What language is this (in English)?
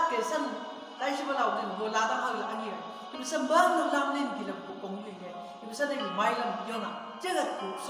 Chang Naga